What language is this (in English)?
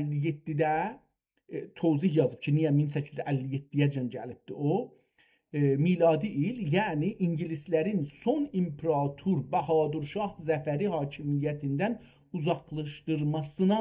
South Azerbaijani